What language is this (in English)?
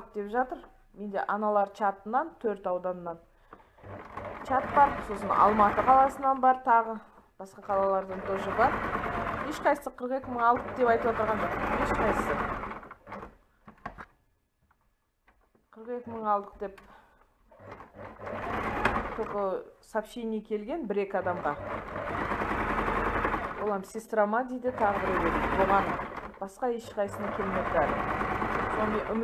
Kazakh